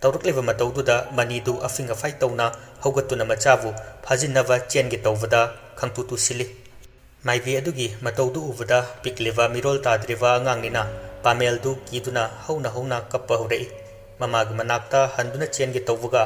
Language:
Manipuri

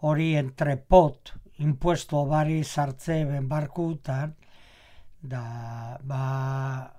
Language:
Basque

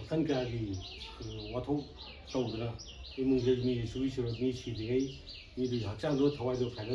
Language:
Manipuri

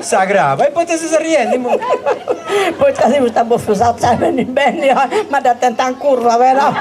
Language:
Sardinian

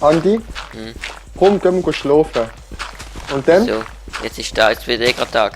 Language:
Swiss German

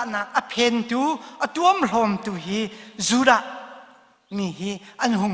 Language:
Hakha Chin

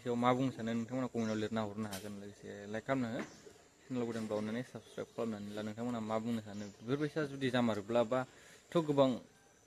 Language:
Bodo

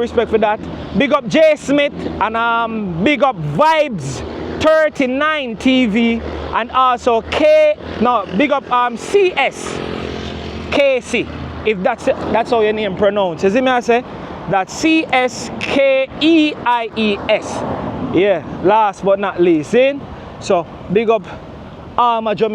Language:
Jamaican Creole English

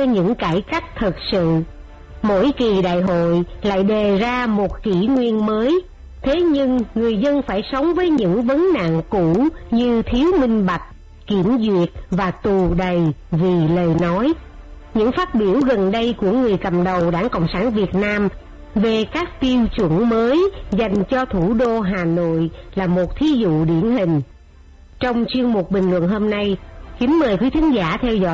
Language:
Vietnamese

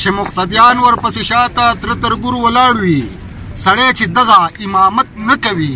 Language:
Pashto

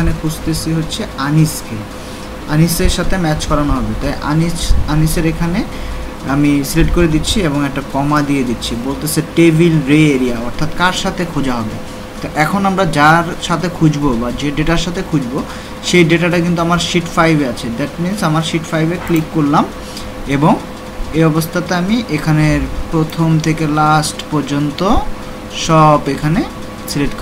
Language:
Bangla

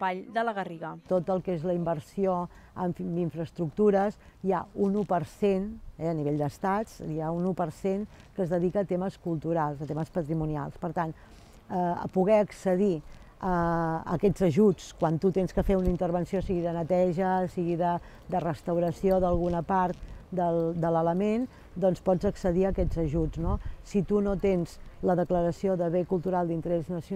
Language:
Catalan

